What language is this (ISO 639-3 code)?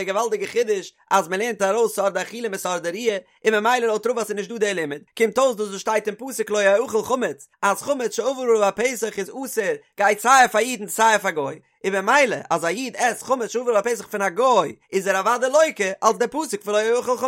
yid